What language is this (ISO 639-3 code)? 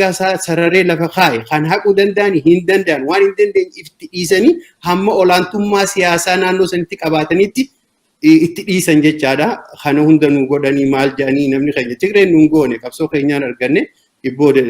orm